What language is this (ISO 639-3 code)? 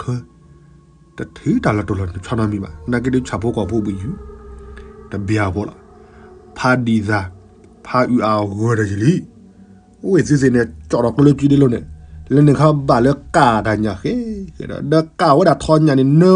ksw